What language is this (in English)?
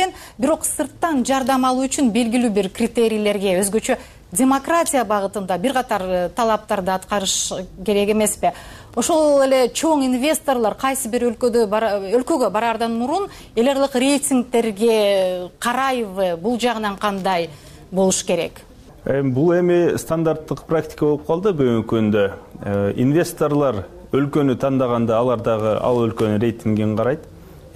Kyrgyz